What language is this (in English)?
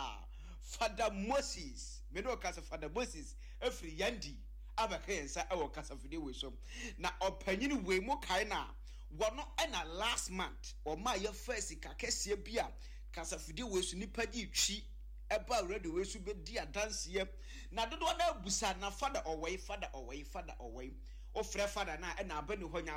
Akan